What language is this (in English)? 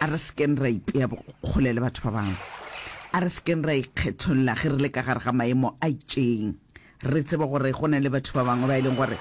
Northern Sotho